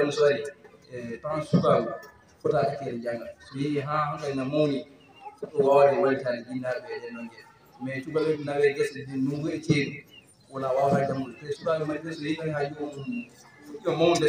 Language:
Fula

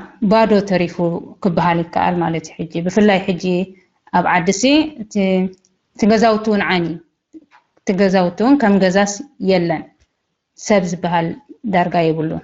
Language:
Tigrinya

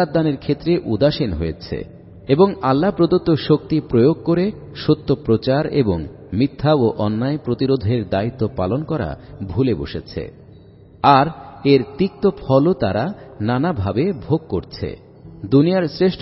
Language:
Bangla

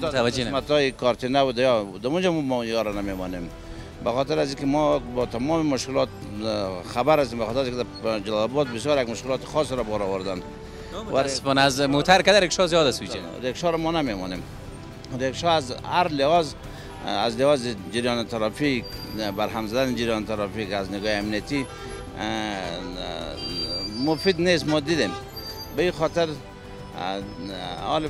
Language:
Persian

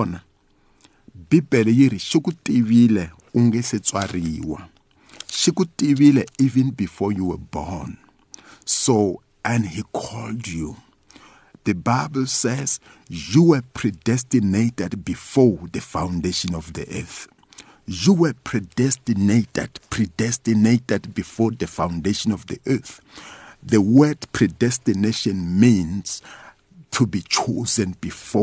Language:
Tsonga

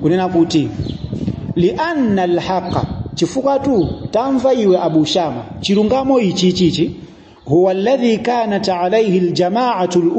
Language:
Nyanja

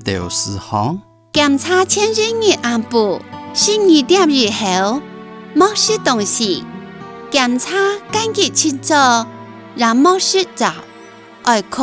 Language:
Hakka Chinese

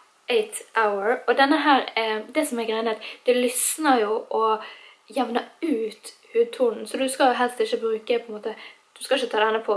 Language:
Norwegian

